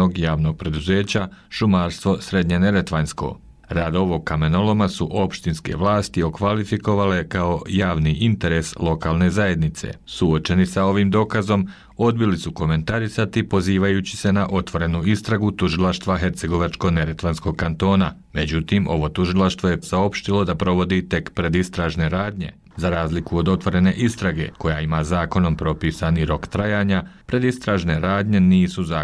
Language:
Bosnian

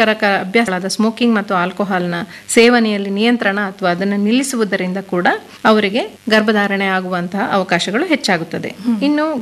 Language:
Kannada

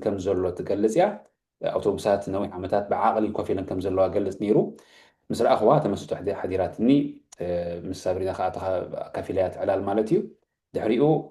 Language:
Tigrinya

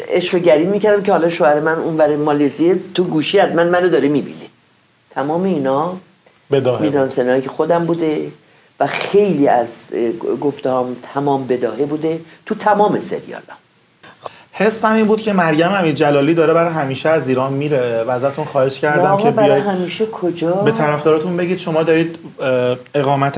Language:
Persian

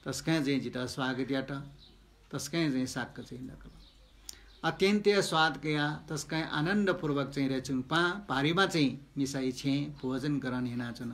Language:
Newari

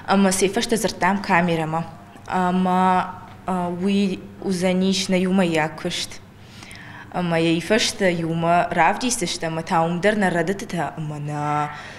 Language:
Ossetic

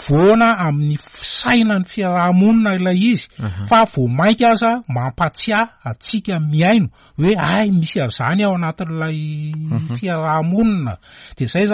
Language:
Malagasy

